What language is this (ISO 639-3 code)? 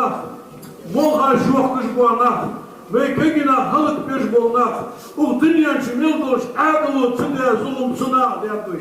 inh